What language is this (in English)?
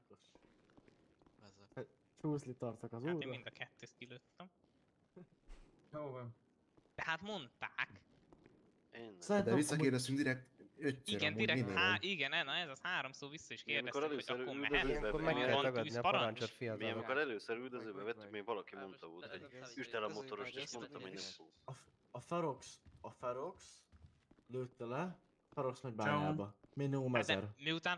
Hungarian